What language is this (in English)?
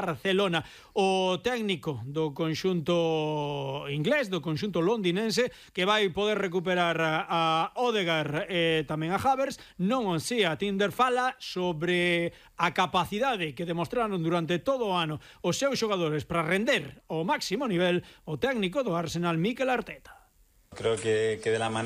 Galician